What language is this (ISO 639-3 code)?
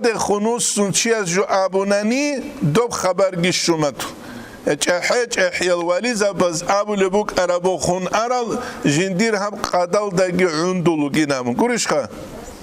ava